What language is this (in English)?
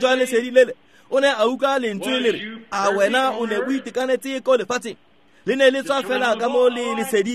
Tswana